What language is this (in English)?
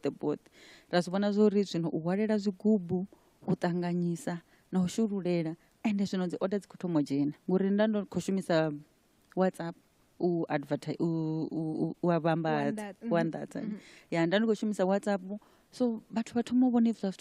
Venda